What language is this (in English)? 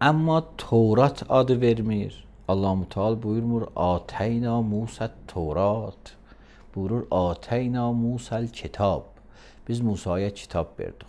Azerbaijani